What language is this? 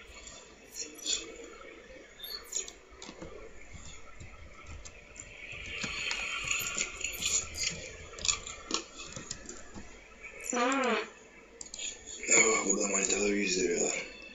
Turkish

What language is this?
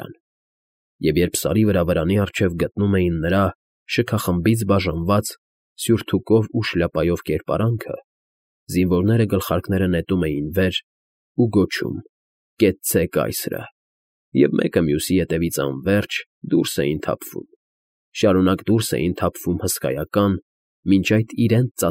Armenian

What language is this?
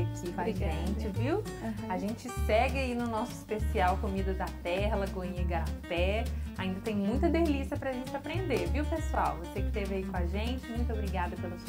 Portuguese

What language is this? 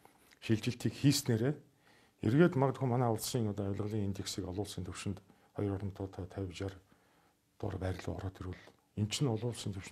Mongolian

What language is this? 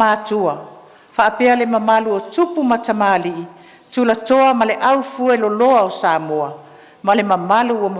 Samoan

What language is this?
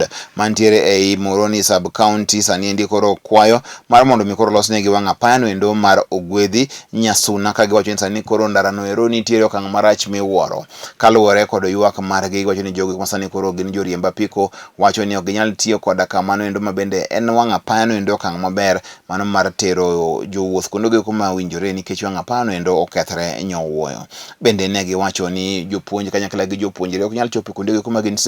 Luo (Kenya and Tanzania)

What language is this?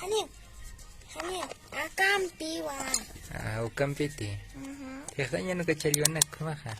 Aymara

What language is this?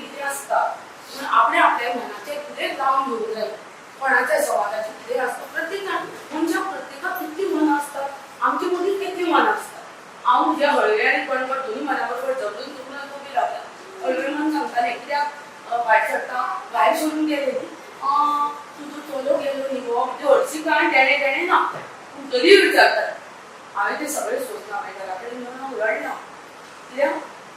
Konkani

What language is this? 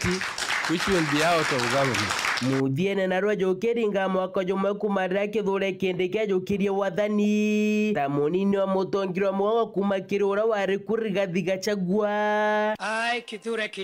Meru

